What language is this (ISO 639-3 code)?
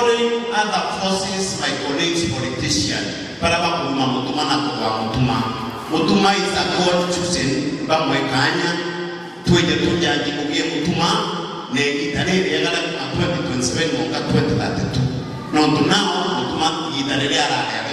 mer